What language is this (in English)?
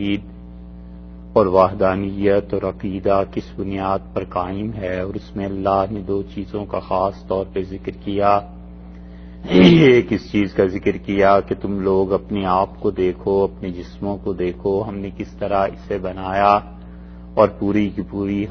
Urdu